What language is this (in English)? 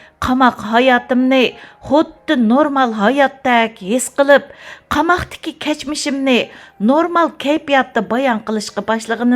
Uyghur